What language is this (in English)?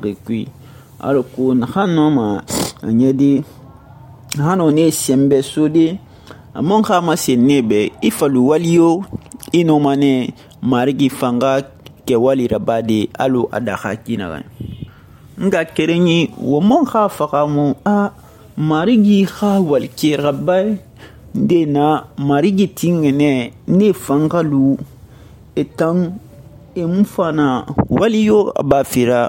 Susu